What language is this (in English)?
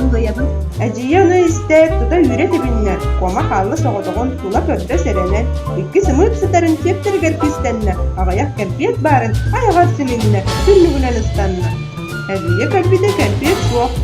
Yakut